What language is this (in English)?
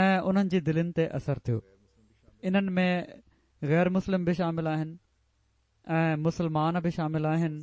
Sindhi